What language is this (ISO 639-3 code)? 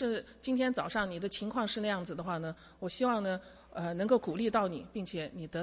zho